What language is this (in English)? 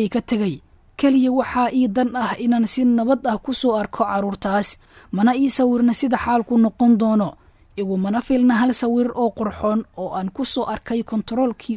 Somali